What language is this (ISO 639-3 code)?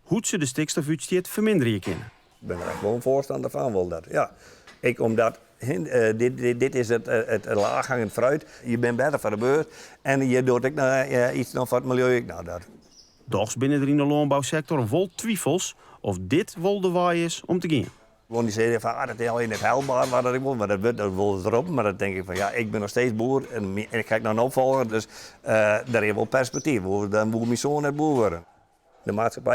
fry